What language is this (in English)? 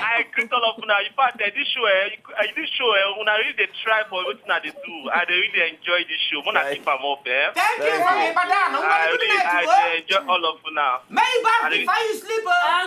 Nigerian Pidgin